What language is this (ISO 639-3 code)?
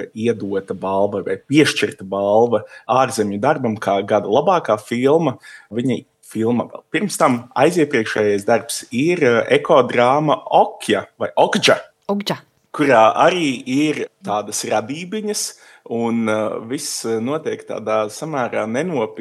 lav